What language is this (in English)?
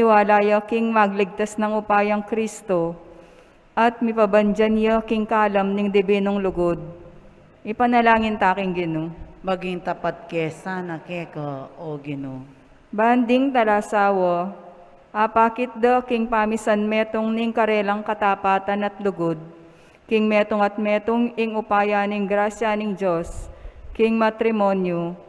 Pampanga